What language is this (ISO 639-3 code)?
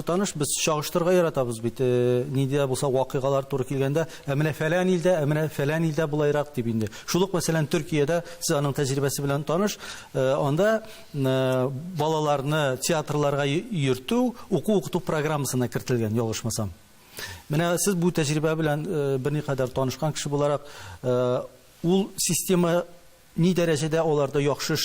tat